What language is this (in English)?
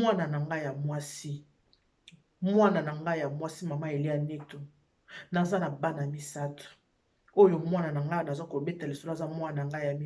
Lingala